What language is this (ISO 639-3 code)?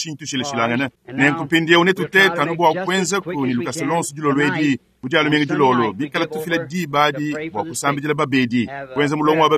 lua